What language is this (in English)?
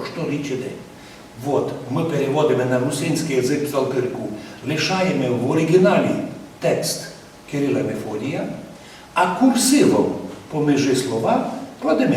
Rusyn